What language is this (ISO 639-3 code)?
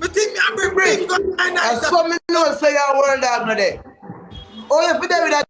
jam